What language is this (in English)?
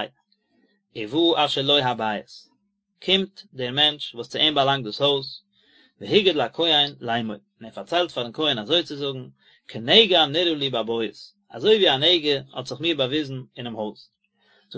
Yiddish